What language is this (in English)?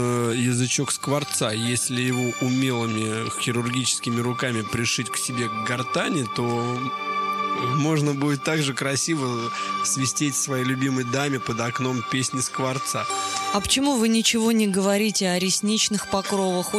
Russian